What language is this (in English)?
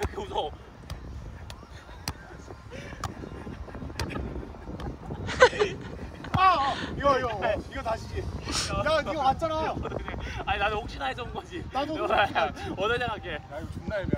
Korean